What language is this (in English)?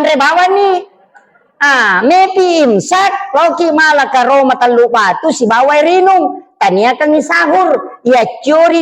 Buginese